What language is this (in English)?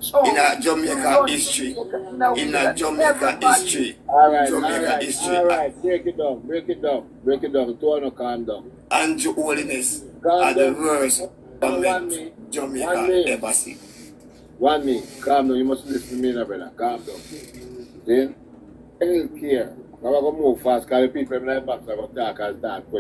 Jamaican Creole English